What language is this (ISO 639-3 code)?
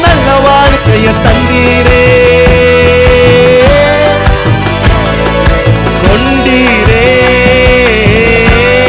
tam